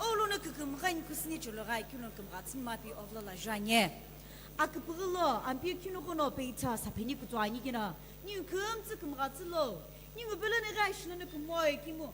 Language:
Sumi Naga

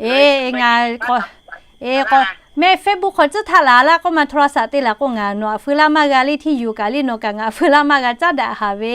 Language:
Lahu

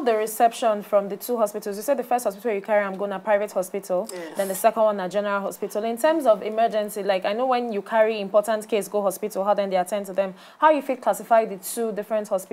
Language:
Nigerian Pidgin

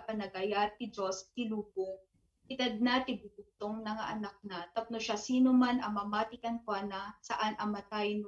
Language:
Iloko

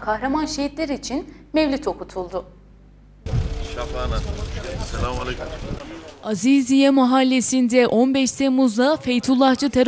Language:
Turkish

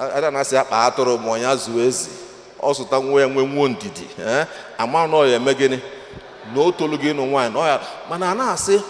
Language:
Igbo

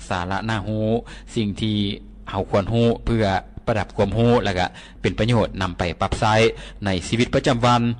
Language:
Lao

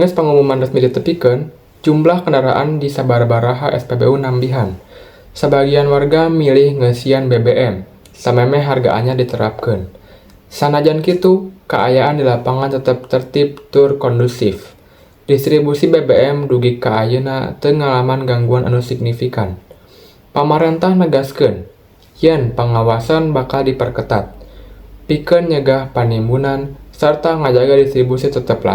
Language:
Sundanese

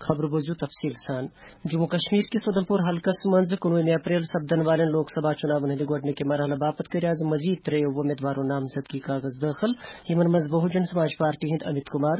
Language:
Kashmiri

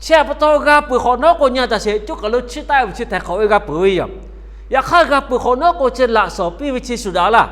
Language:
Lahu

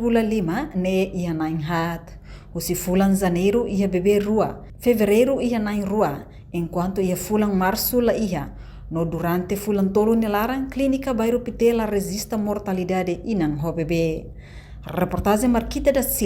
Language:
Tetum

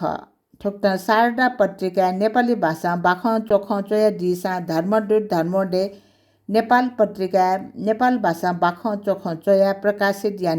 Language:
Newari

